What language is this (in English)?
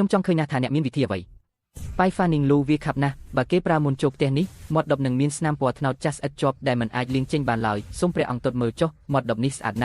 Khmer